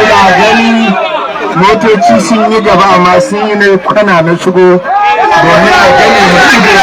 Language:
Hausa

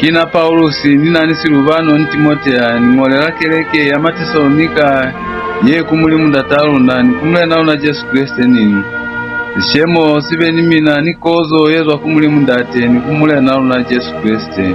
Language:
Lozi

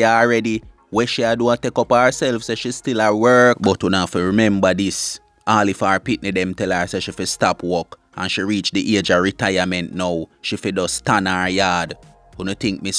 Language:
Jamaican Creole English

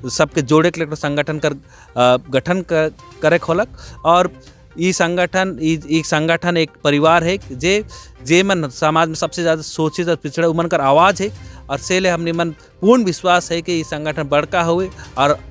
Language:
Sadri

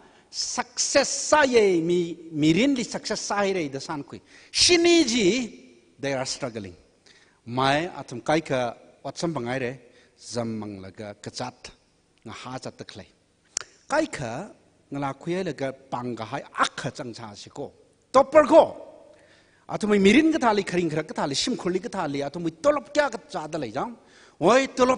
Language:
Tangkhul Naga (India)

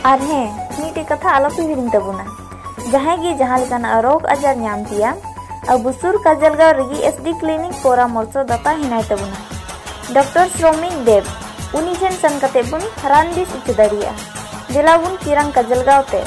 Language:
Santali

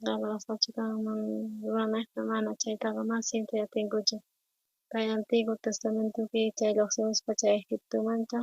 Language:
South Bolivian Quechua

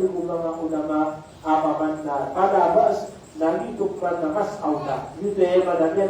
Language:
Maranao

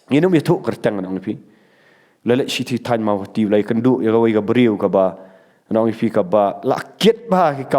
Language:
Khasi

